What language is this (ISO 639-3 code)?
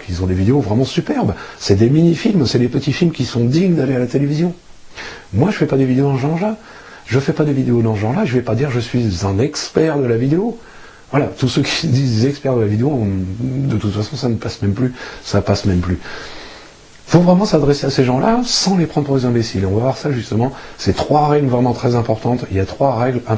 fra